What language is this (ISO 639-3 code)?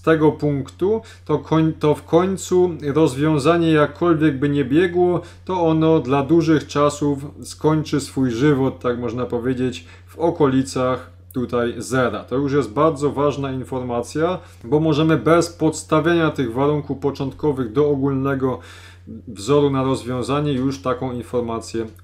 pol